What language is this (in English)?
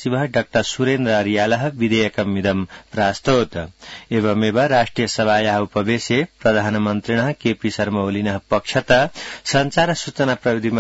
Sanskrit